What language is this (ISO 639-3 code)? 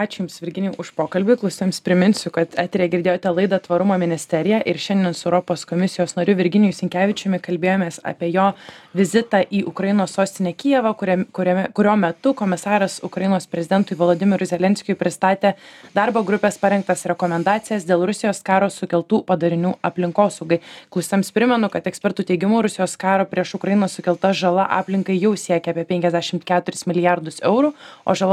lit